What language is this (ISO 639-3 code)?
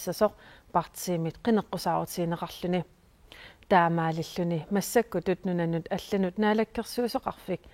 kal